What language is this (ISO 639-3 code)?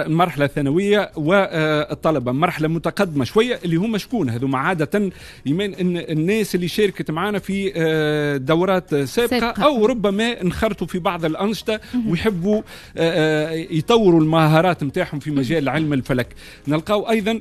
aeb